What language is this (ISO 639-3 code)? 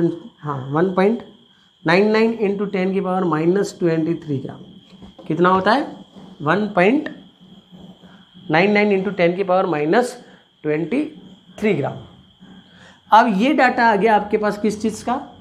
hin